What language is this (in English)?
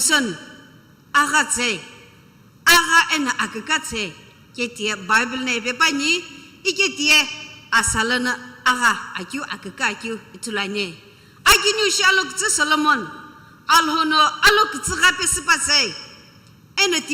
Sumi Naga